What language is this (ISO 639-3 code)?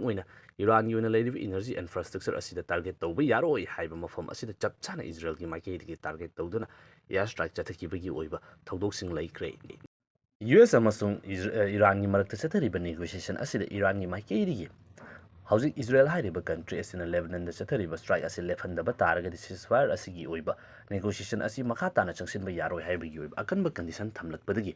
mni